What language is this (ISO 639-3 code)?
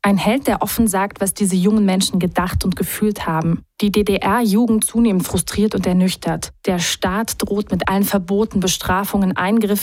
deu